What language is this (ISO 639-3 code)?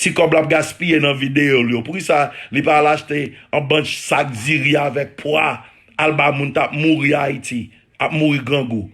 hat